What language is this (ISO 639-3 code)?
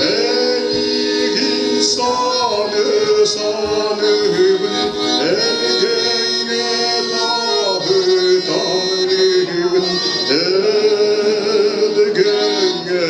sah